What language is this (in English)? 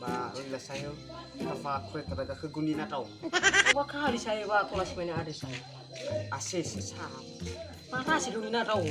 Nias